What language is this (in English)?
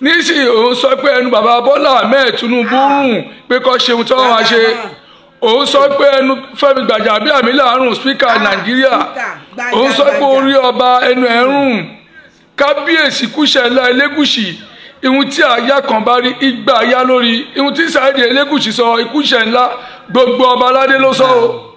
Yoruba